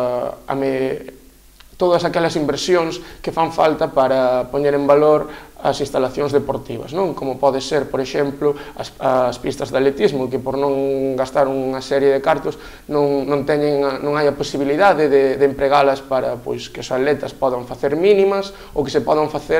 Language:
Galician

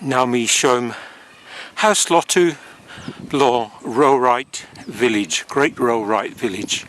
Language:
Tok Pisin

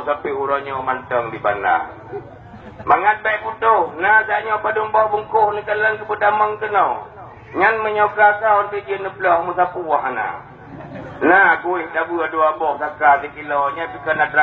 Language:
Achinese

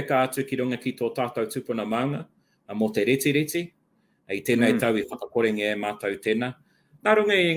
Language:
Māori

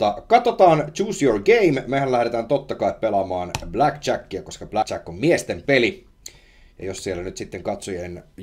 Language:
Finnish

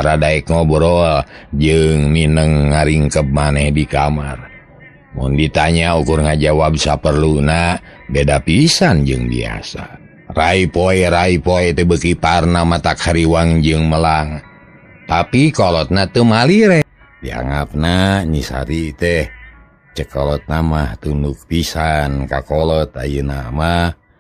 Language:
Sundanese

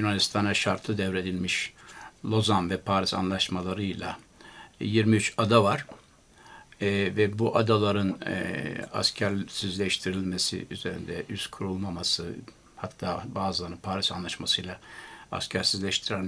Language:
Turkish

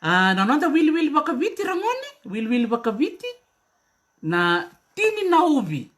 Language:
Fijian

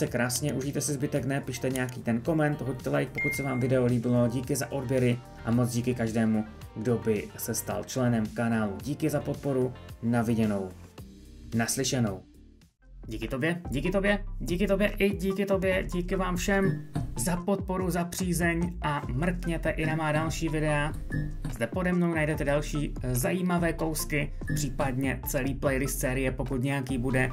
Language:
Czech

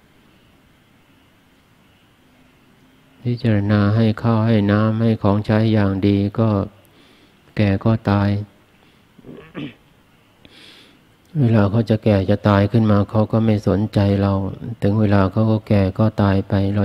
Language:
Thai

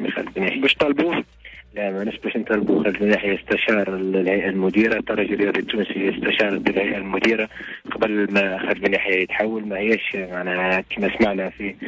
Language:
Tunisian Arabic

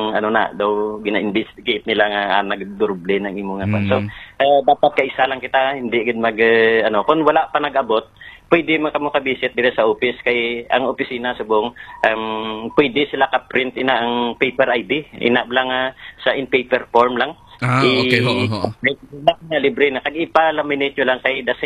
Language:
Hiligaynon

